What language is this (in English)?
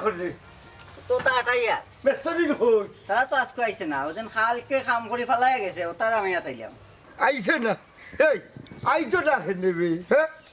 Sylheti